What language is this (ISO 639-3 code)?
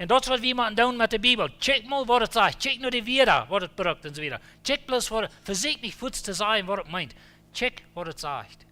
pdt